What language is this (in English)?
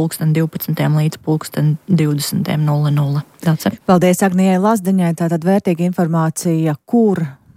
Latvian